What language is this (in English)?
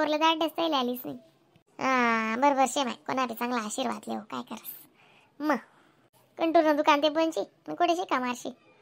Khandesi